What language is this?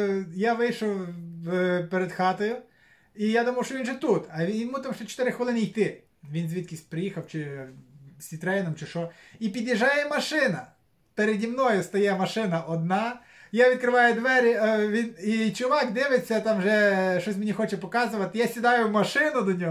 Ukrainian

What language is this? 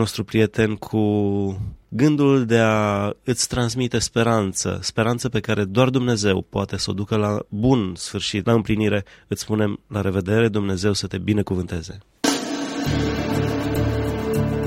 Romanian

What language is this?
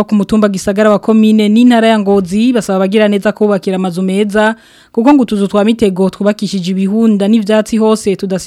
Rundi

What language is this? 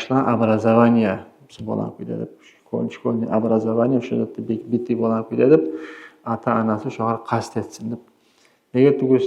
Kumyk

